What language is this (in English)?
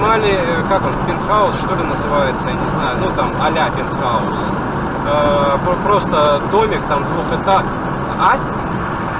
Russian